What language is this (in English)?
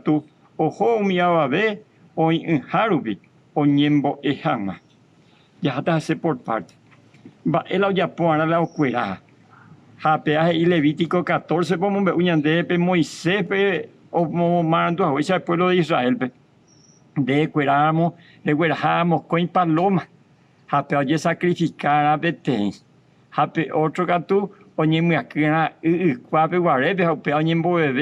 Guarani